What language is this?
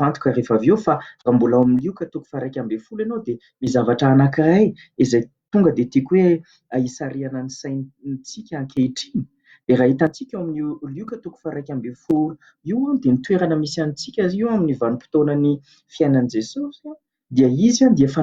Malagasy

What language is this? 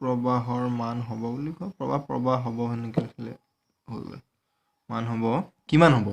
Assamese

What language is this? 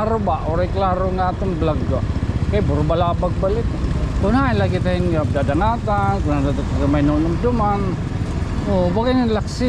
Waray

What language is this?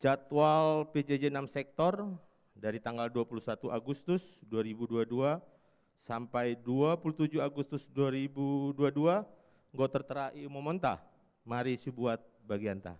Batak Karo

